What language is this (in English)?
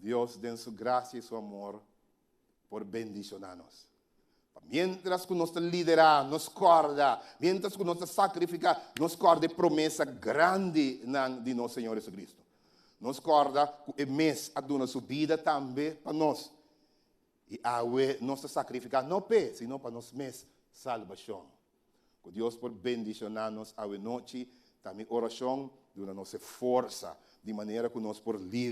Papiamento